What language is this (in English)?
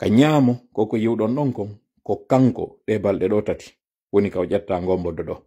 Pular